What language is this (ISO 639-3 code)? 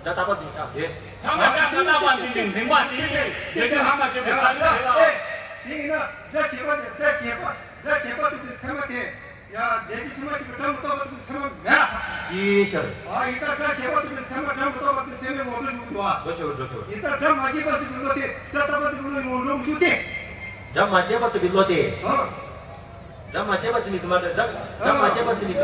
bod